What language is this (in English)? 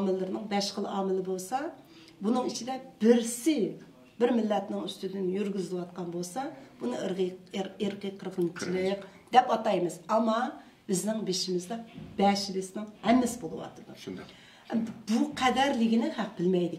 Uyghur